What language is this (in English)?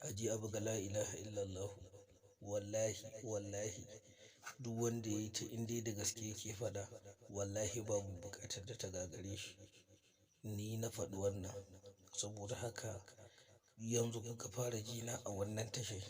Hausa